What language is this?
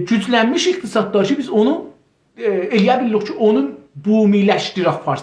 South Azerbaijani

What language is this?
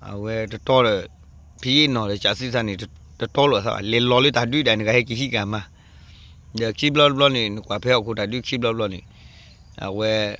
S'gaw Karen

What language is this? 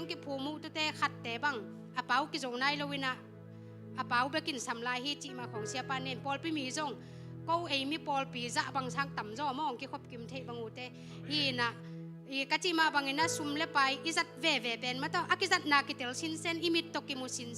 Tedim Chin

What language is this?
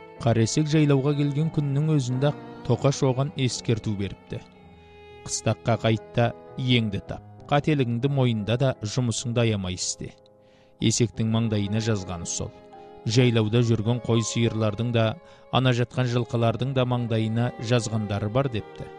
Kazakh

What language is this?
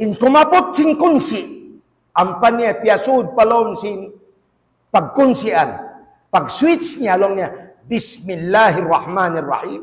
Tausug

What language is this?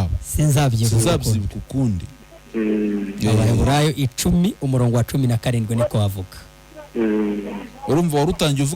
Kinyarwanda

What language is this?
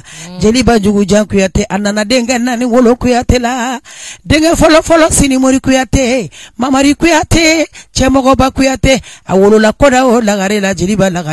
Bambara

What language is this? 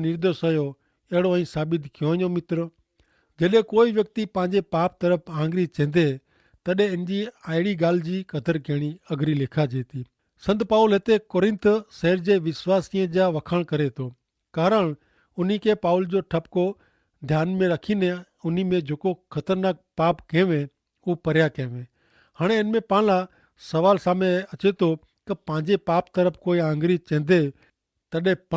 Kachhi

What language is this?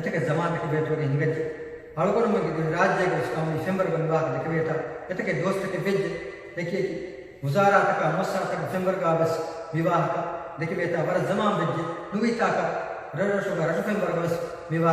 Divehi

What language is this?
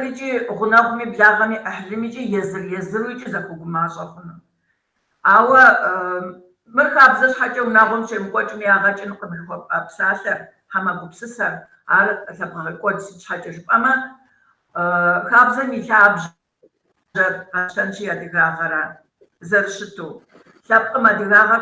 Kabardian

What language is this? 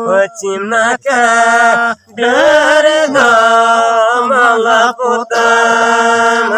Santali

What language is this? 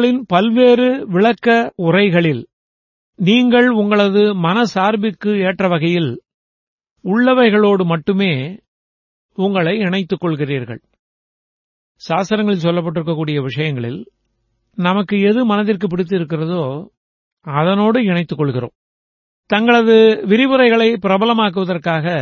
Tamil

